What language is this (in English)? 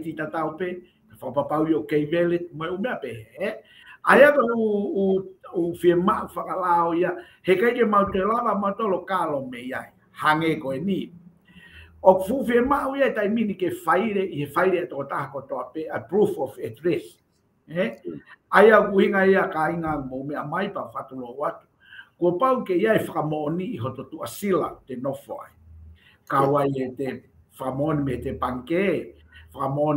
Tongan